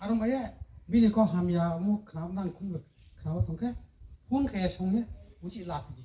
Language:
Riang (India)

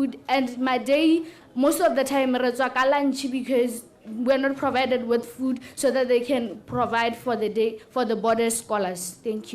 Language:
Tswana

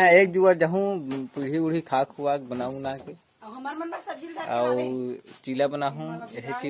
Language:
Chhattisgarhi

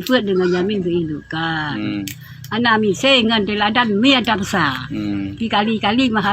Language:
Achinese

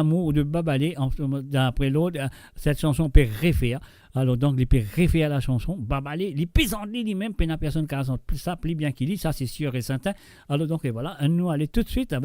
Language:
Morisyen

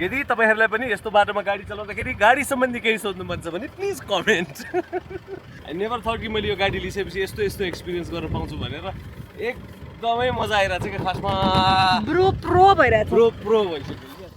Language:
Nepali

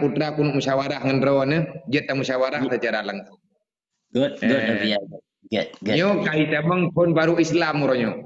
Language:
Achinese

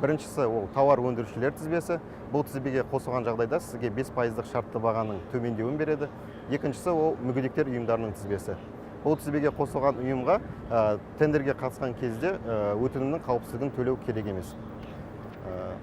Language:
Kazakh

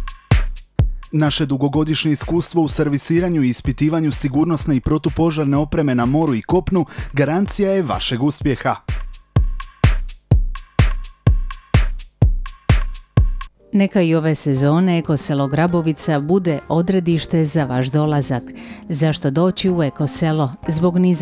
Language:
Croatian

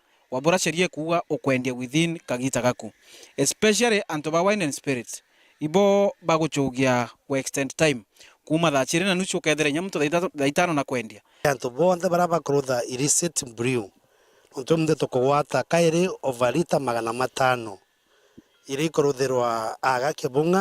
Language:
Meru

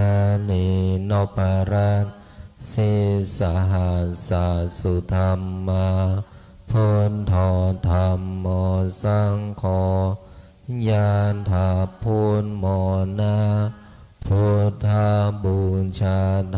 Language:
Pali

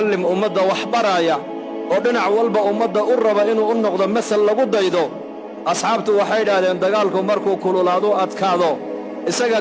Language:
Somali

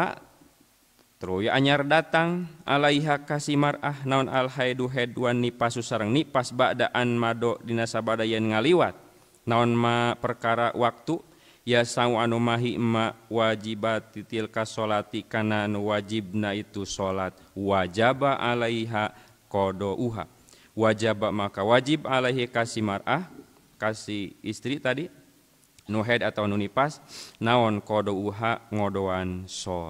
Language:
Sundanese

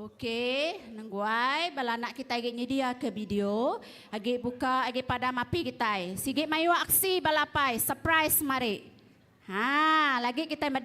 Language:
Iban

